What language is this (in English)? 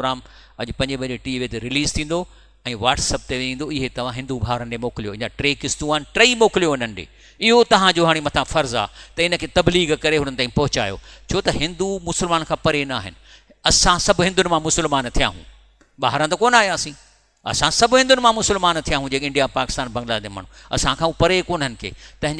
Sindhi